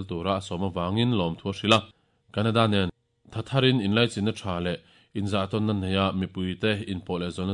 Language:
Mizo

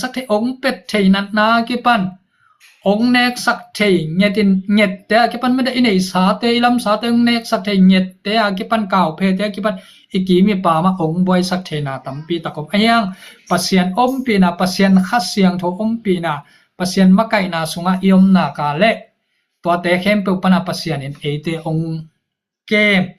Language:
Tedim Chin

